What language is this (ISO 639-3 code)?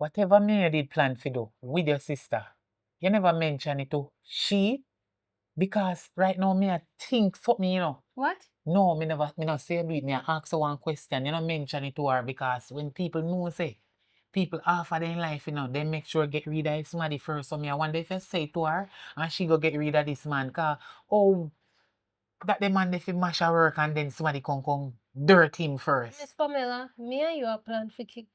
jam